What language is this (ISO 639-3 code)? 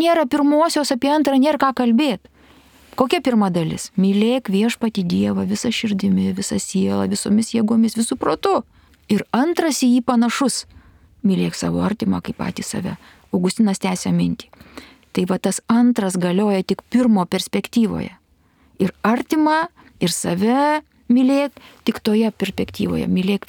lit